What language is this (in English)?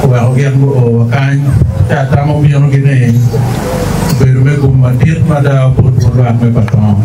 Acoli